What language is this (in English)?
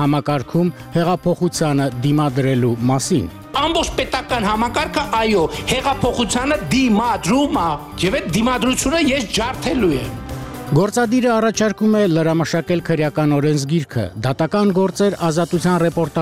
Armenian